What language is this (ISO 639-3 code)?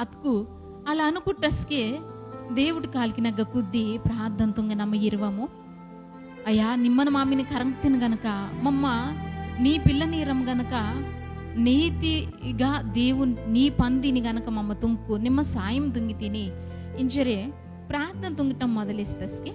kff